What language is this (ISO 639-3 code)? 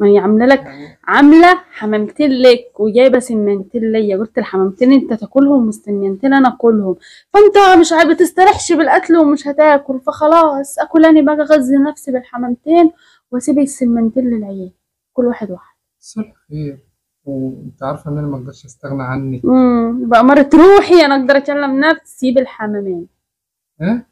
arz